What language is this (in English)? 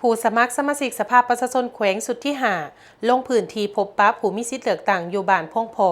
Lao